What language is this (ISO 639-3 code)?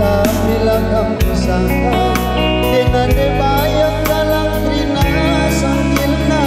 btx